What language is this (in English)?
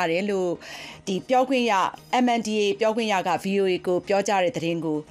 Burmese